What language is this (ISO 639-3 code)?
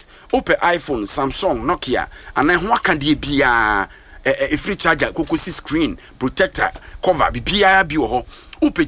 aka